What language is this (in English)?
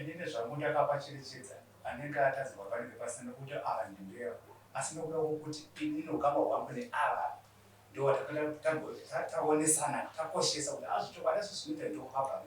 Shona